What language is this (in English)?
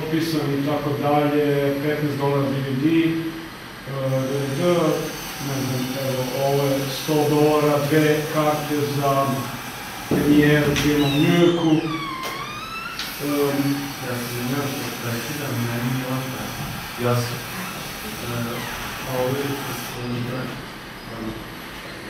Serbian